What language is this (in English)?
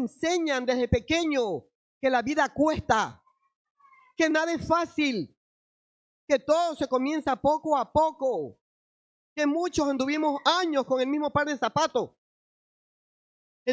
Spanish